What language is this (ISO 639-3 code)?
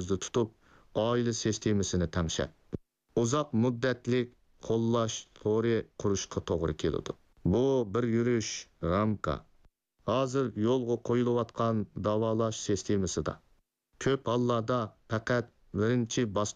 uig